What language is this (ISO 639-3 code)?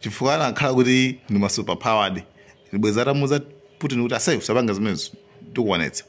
nya